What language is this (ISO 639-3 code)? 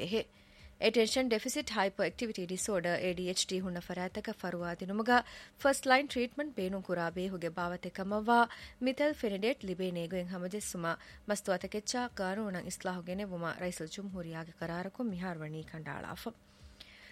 div